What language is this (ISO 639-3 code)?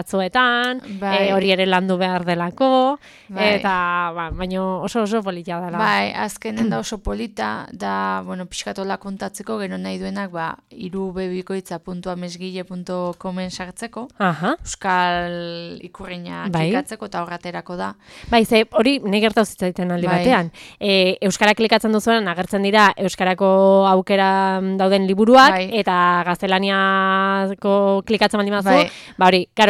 eus